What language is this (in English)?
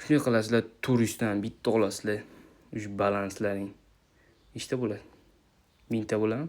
Uzbek